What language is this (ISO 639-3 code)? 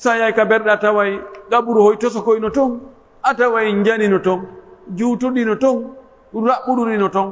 fuf